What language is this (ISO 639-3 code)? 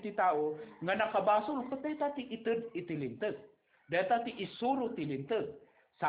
ilo